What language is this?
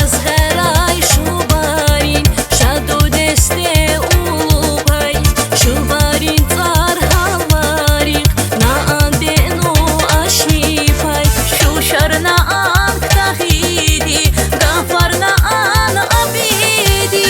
Tabassaran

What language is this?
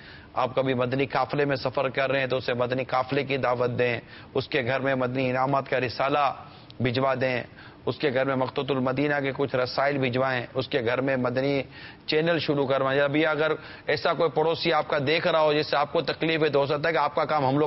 Urdu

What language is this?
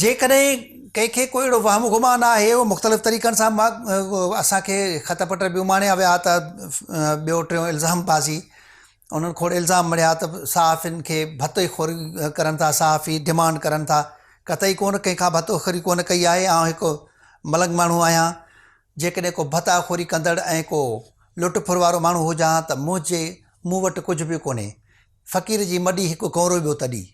Sindhi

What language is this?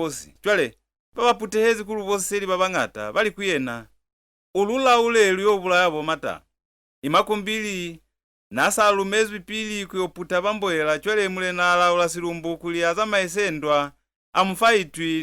Lozi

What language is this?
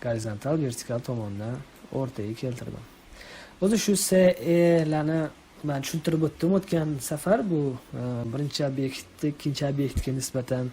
Uzbek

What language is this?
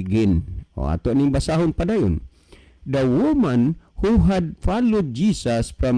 Cebuano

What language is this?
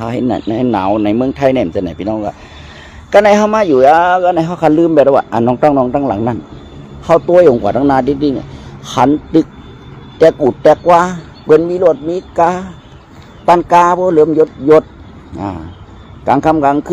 Shan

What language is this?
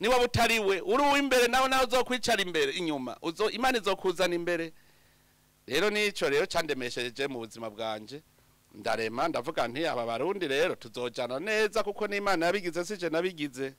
Rundi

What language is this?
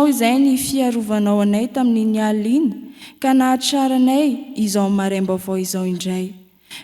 Malagasy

